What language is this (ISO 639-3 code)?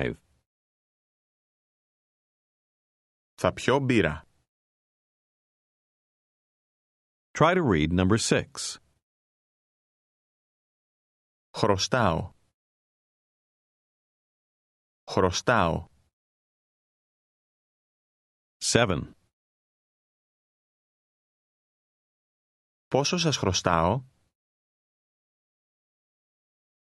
ell